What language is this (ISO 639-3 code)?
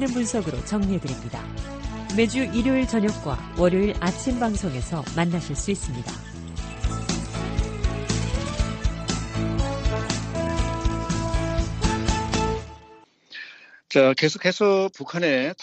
kor